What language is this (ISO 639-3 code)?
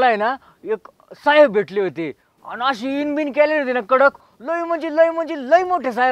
mar